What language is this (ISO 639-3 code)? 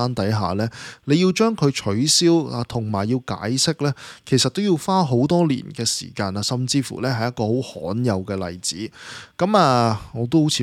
yue